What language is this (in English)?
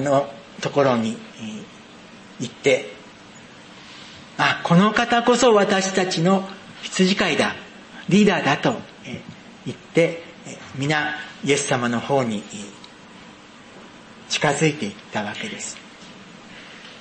Japanese